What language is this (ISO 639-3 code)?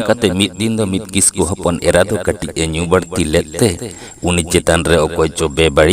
sat